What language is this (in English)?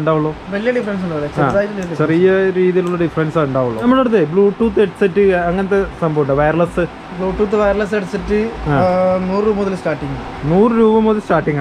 Malayalam